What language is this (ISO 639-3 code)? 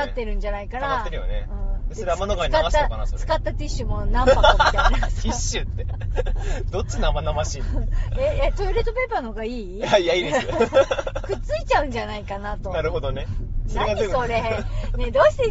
jpn